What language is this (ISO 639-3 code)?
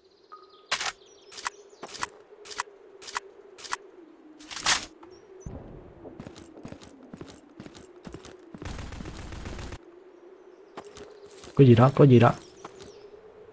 vie